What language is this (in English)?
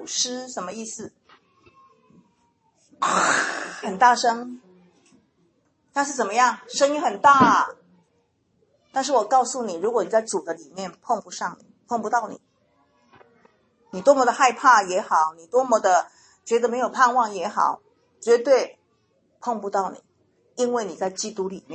Chinese